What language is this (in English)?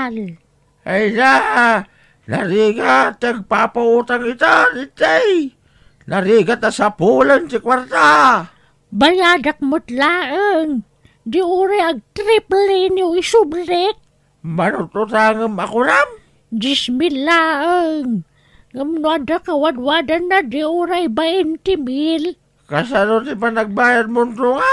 Iloko